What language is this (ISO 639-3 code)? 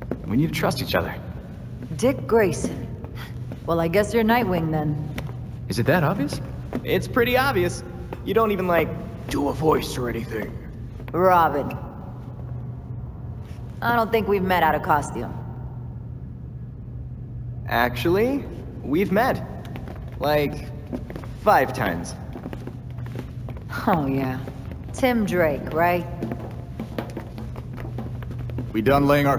eng